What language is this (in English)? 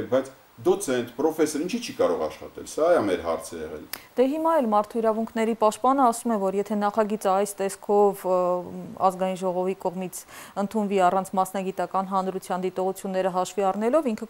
Armenian